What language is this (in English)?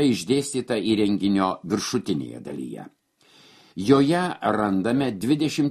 Lithuanian